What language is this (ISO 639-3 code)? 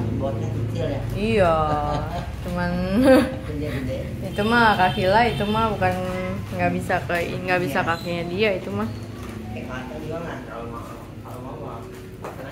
ind